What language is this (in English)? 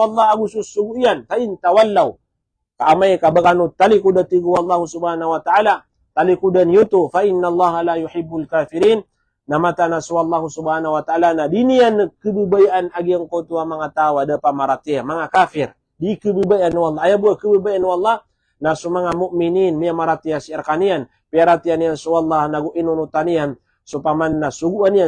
Maranao